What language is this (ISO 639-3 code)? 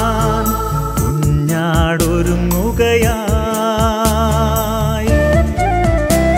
mal